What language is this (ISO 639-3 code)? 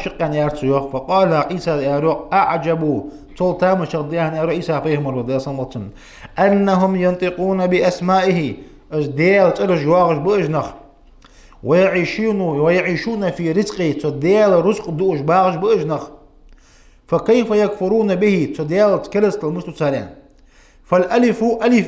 inh